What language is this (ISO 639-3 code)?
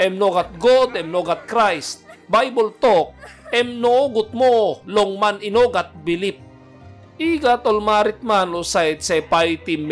tpi